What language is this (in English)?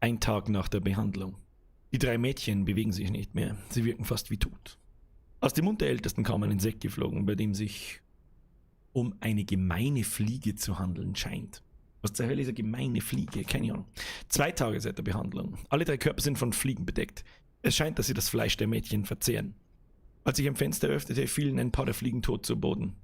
Bavarian